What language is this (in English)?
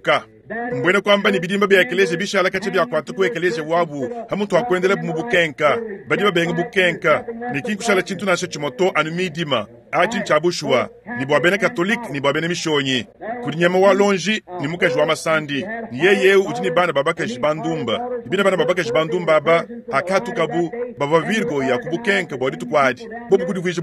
Luba-Lulua